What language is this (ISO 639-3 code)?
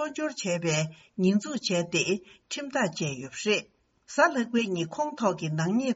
bod